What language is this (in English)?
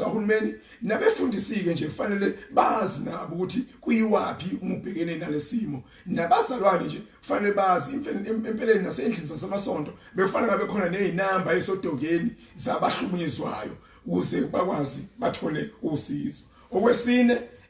Zulu